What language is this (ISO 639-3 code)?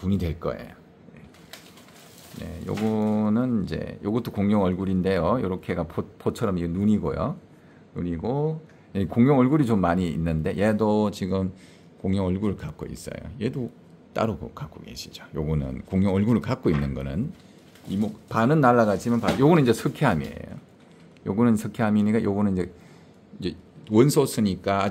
kor